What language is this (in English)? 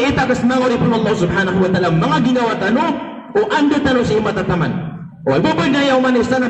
Maranao